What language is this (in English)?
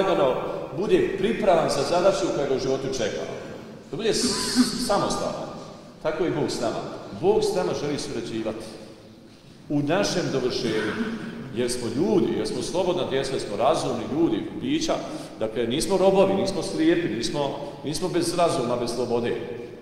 Croatian